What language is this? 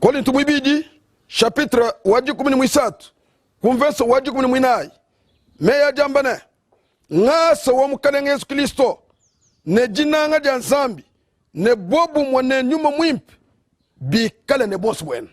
Luba-Lulua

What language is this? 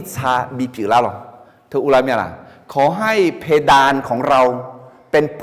Akha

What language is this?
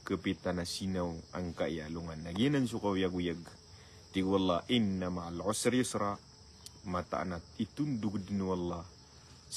Maranao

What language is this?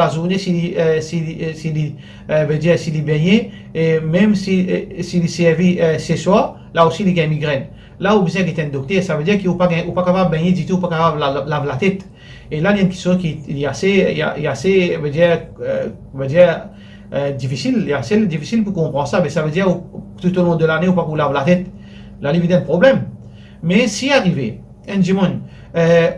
Morisyen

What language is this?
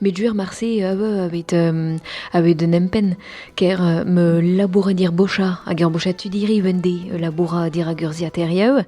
Breton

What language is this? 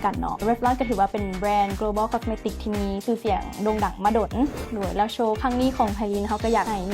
Lao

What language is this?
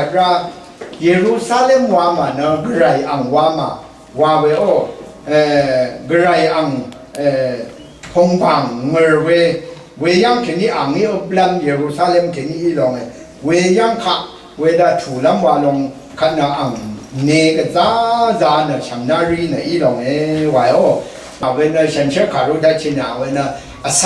Rawang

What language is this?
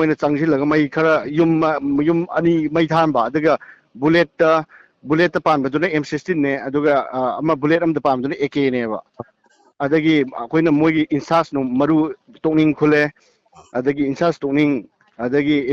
Manipuri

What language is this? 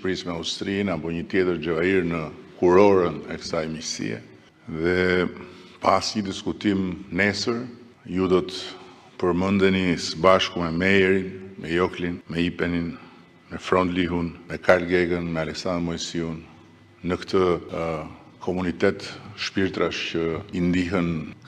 Albanian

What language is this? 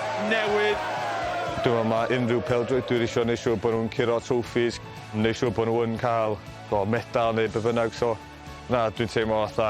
Welsh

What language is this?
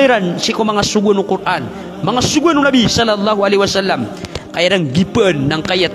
Maranao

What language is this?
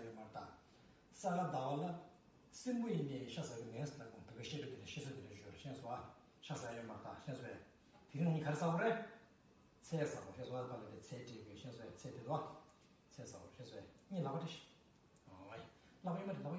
Tibetan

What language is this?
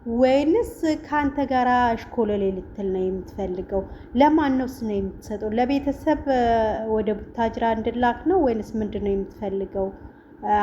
Amharic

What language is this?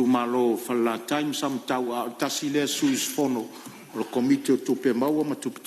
Samoan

